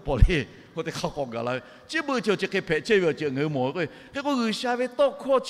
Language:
Lahu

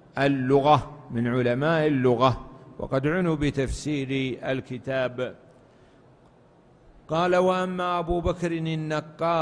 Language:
Arabic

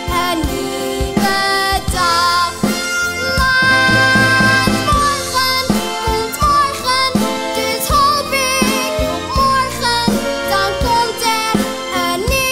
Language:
Dutch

